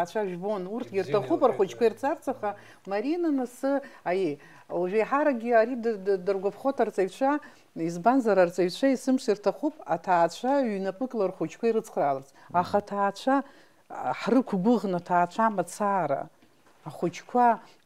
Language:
Abkhazian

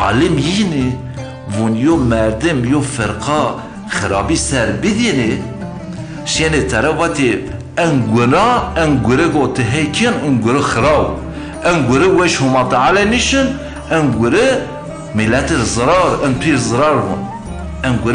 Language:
Zaza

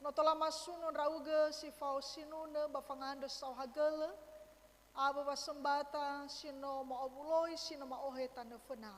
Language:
Nias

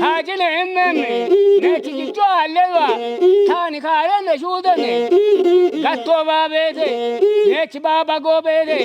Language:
Kafa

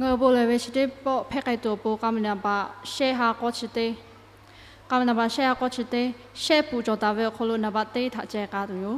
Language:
Lahu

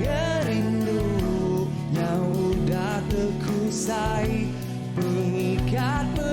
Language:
Iban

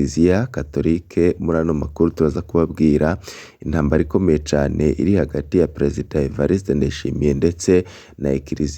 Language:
Rundi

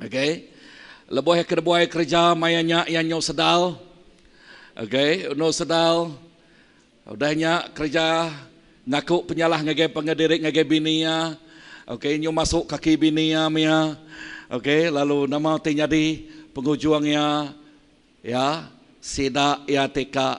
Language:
Iban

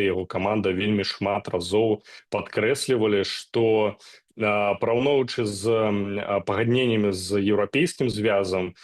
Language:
Belarusian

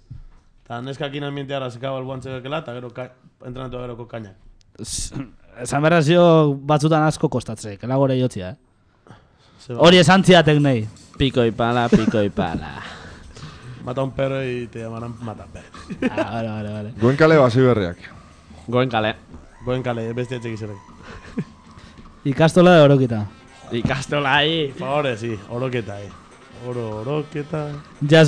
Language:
Basque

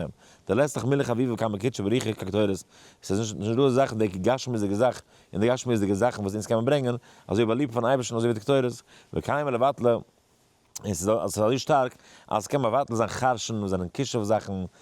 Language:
Yiddish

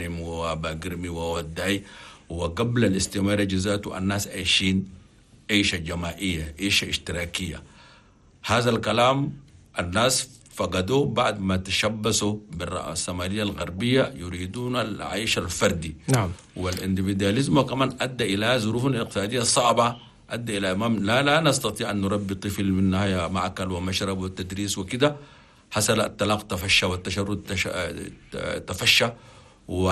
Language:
Chadian Arabic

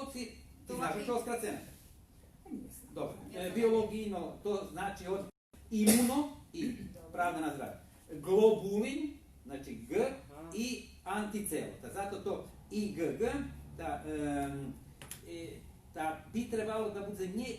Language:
Rusyn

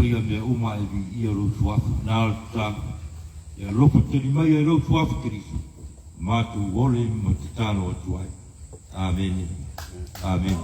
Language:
Samoan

